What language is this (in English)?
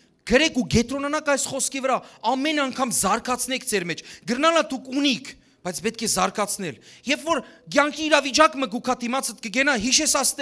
Western Armenian